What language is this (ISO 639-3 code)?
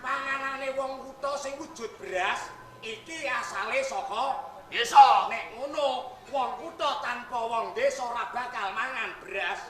jav